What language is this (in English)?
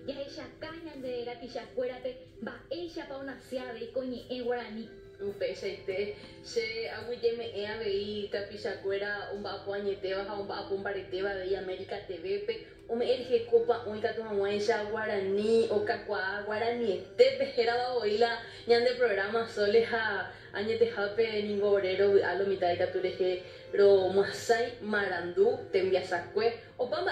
Guarani